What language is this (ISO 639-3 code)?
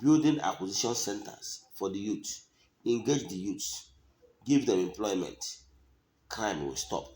ibo